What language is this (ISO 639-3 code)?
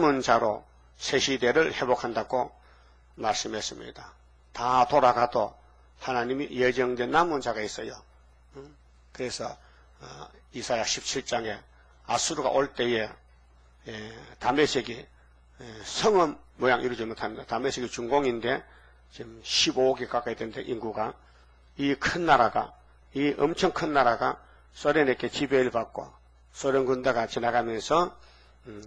kor